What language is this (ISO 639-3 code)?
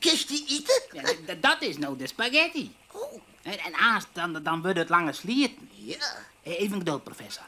fry